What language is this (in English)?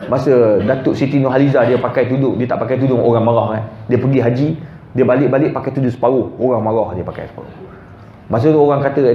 Malay